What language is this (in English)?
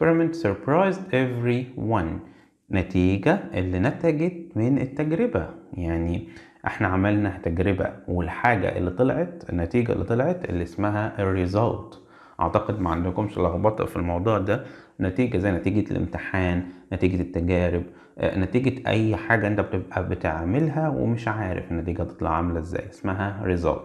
Egyptian Arabic